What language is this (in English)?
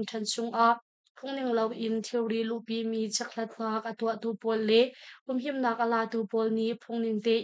Hakha Chin